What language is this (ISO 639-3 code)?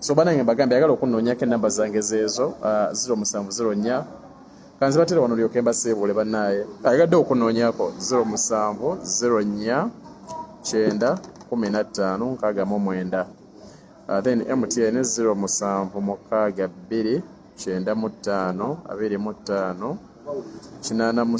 lug